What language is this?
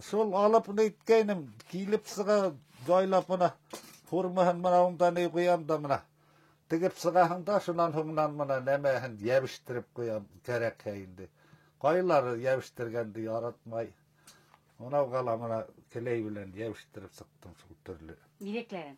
Bashkir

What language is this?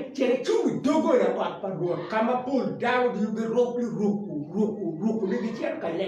Acoli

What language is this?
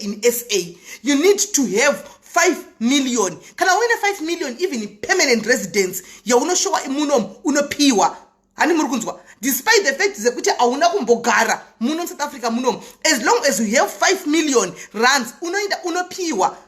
Shona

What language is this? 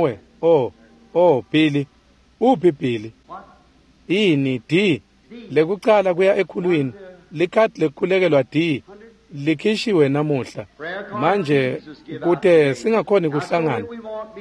Swati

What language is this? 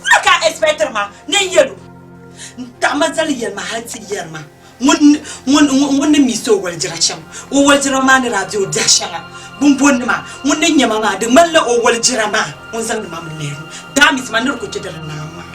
Dagbani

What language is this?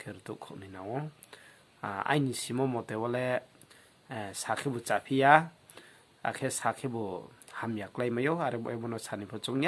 Riang (India)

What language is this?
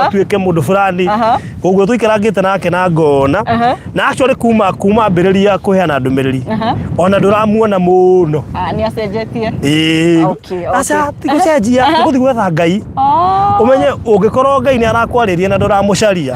Kikuyu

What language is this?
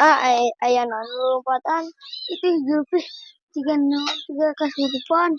Sundanese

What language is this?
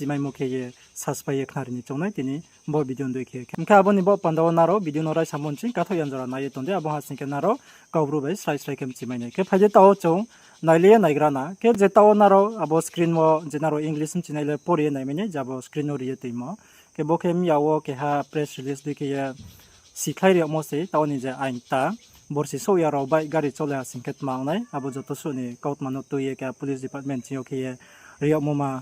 Riang (India)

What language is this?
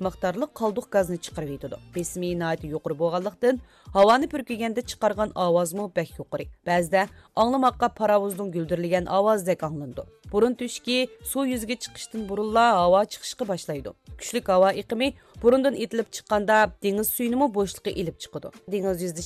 Uyghur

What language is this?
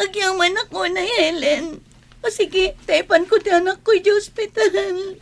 Iloko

